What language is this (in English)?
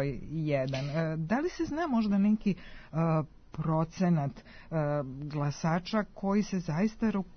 Serbian